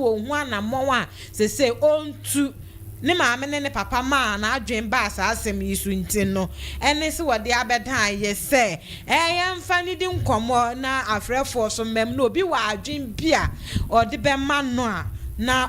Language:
Akan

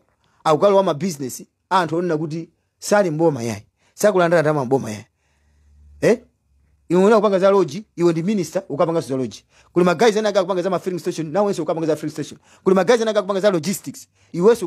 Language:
Nyanja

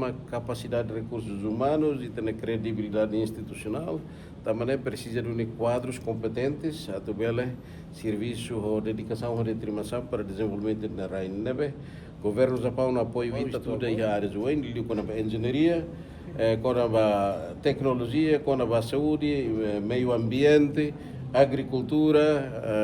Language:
Tetum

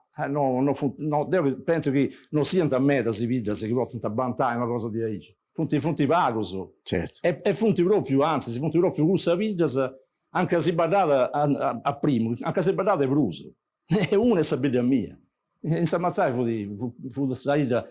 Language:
Sardinian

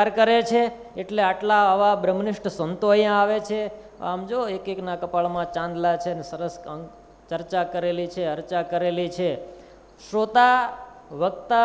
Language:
Gujarati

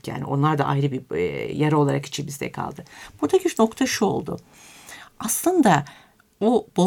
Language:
Turkish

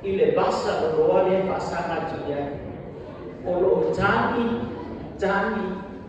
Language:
Samoan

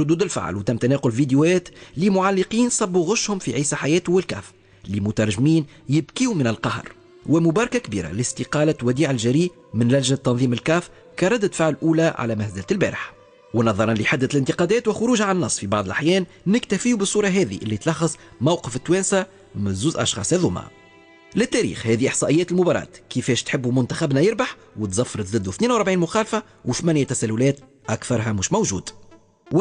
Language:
Tunisian Arabic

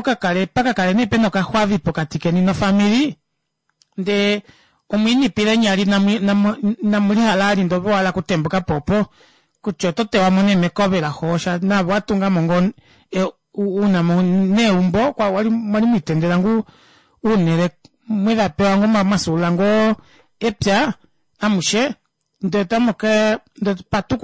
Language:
Kuanyama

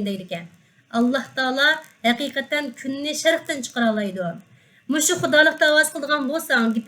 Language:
Uyghur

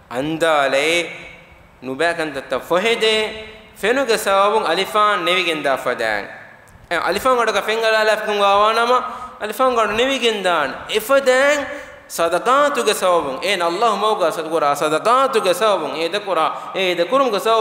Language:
Divehi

